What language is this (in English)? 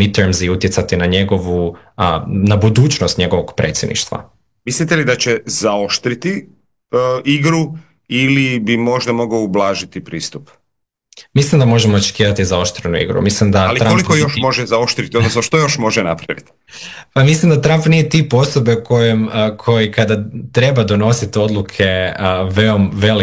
Croatian